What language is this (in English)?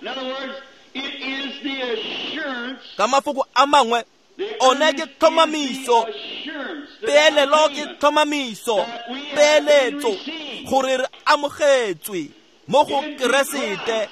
Tswana